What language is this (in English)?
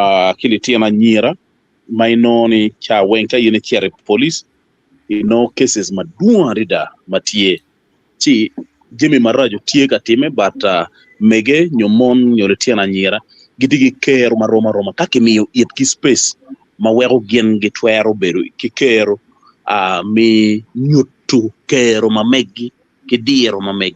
Acoli